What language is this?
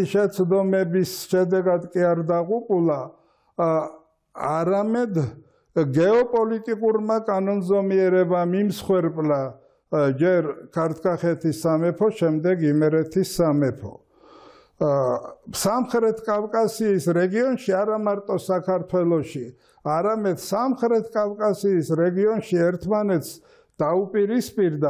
Georgian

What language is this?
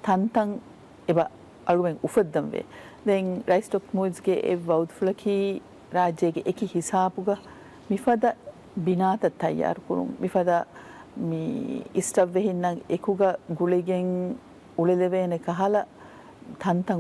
Divehi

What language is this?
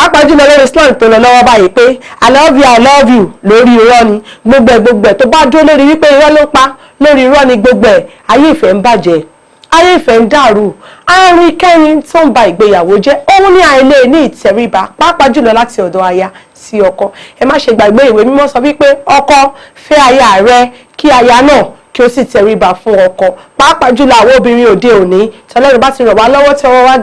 Yoruba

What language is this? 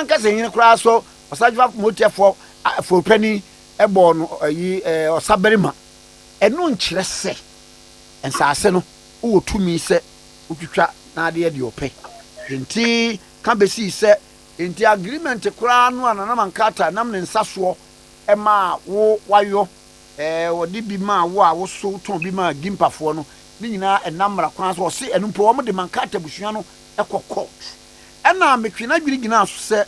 Akan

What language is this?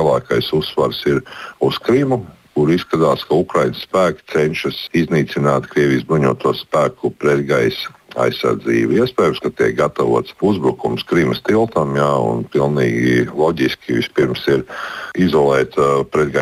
Latvian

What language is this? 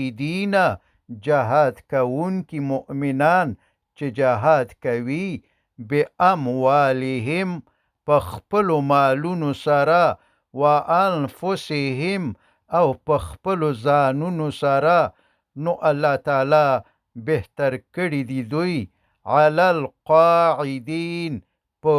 Pashto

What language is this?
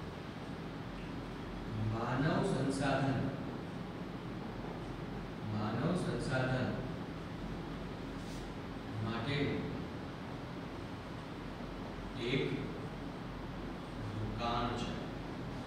Gujarati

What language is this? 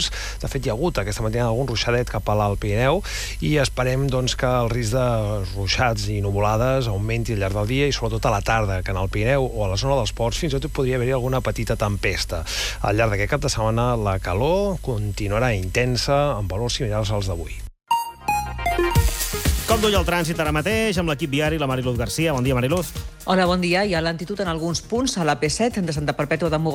Catalan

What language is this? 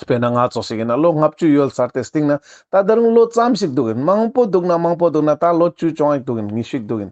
Ladakhi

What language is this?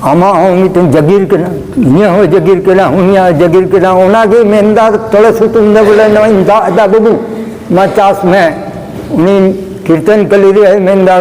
Santali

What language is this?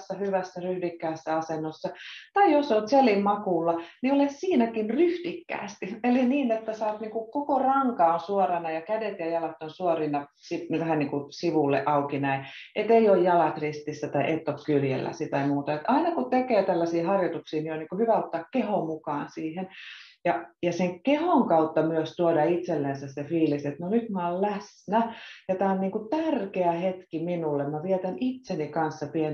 Finnish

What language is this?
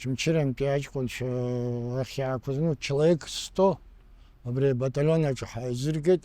Abkhazian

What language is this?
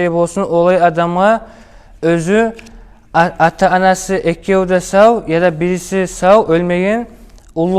Kumyk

